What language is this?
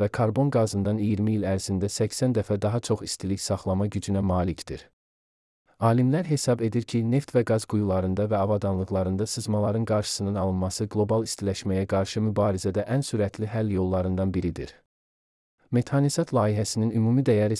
Azerbaijani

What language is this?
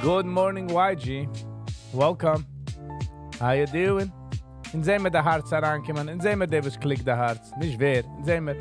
Yiddish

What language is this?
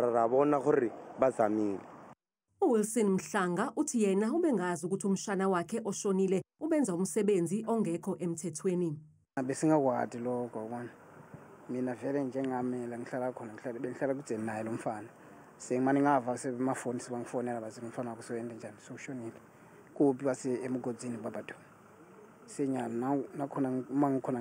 Zulu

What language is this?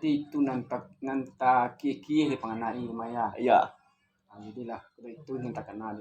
Minangkabau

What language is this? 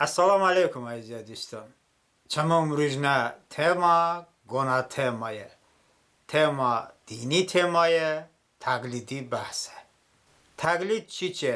Talysh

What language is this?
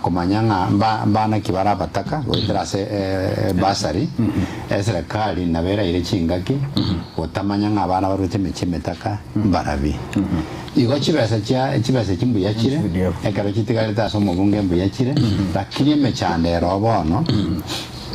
Gusii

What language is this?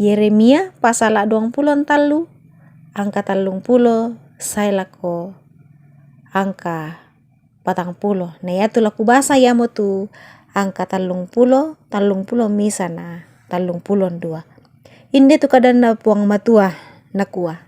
Toraja-Sa'dan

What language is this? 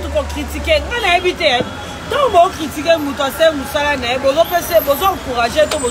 Lingala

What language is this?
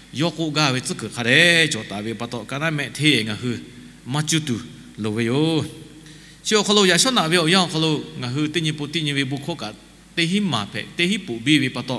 Lahu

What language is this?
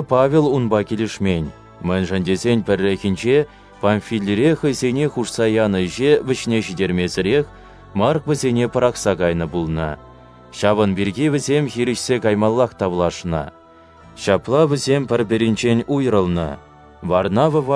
Chuvash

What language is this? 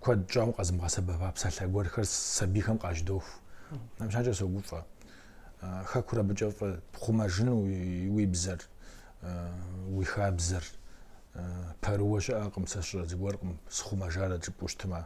Kabardian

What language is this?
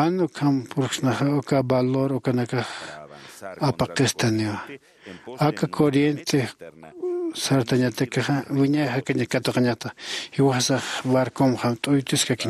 Aymara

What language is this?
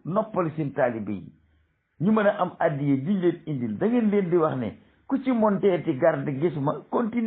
Wolof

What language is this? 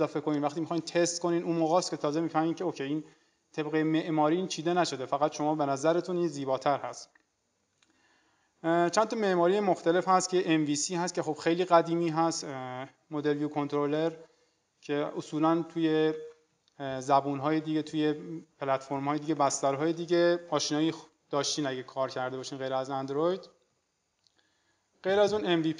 Persian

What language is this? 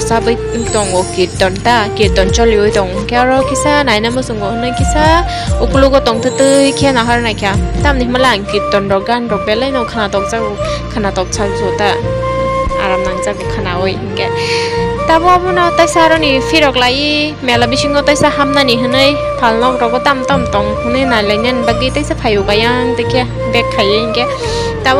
Kok Borok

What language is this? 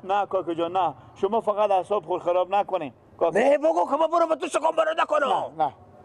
Persian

